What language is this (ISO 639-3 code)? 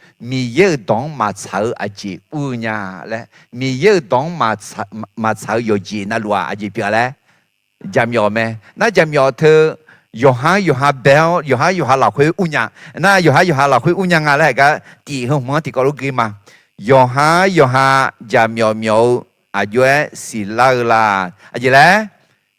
ahk